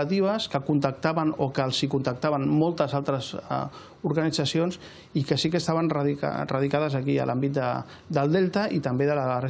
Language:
Catalan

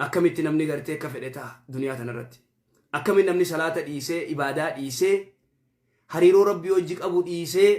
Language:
Oromo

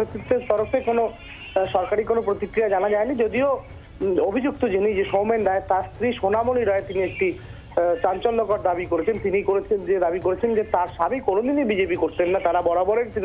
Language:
Bangla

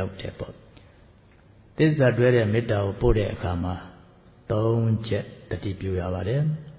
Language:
Burmese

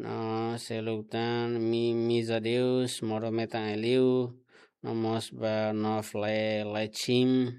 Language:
Tetum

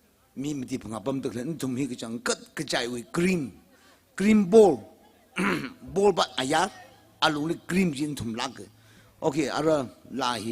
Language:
Tangkhul Naga (India)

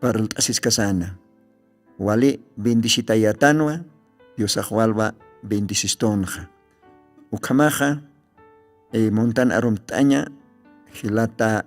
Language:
Aymara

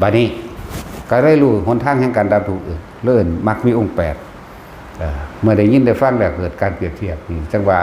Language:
Northeastern Thai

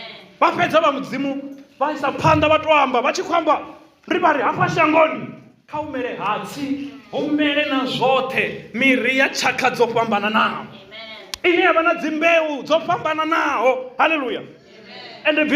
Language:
Venda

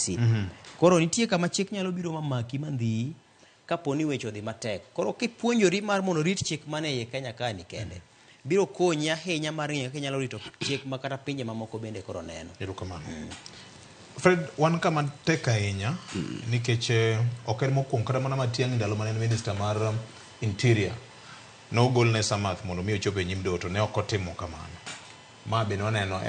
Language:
Luo (Kenya and Tanzania)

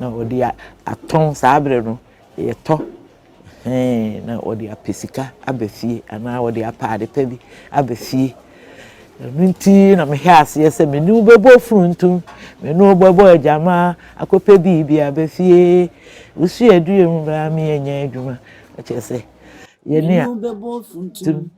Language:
Akan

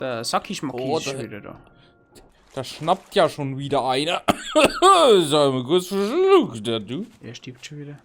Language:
Bavarian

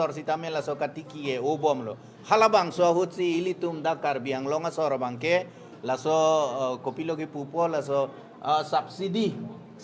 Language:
Karbi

